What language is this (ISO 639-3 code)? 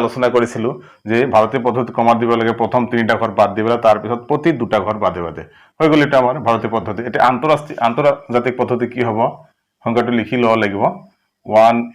asm